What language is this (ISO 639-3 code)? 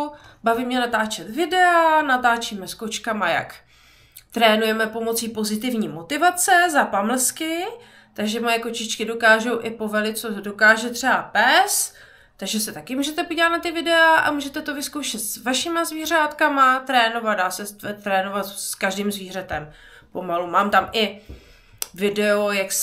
ces